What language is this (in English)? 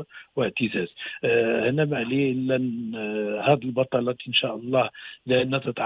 Moroccan Arabic